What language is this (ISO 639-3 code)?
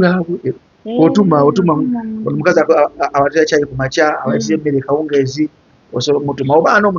lug